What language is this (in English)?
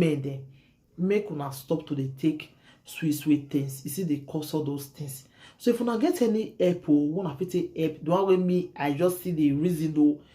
Nigerian Pidgin